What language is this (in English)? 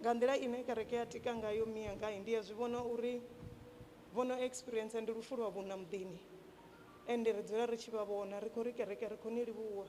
Venda